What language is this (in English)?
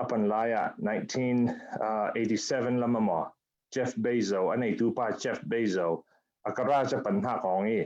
Falam Chin